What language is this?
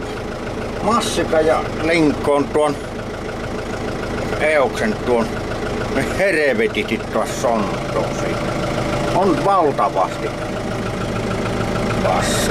Finnish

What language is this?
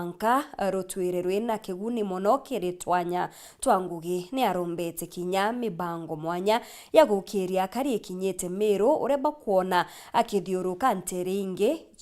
Meru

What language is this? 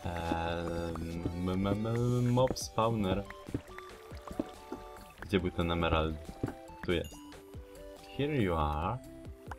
Polish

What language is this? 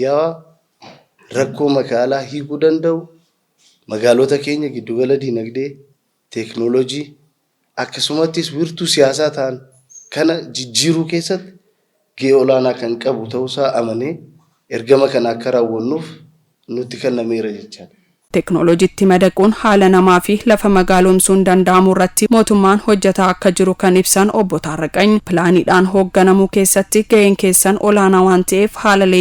Oromo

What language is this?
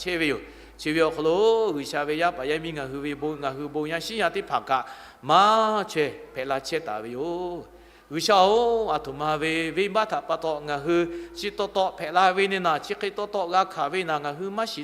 Lahu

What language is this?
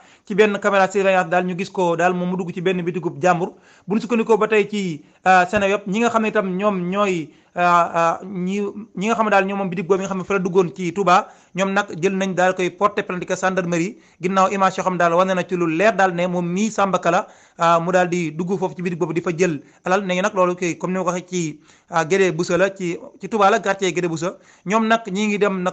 Wolof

